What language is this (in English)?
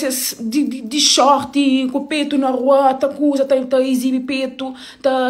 Kabuverdianu